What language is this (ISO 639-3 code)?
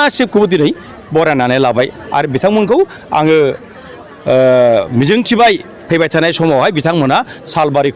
brx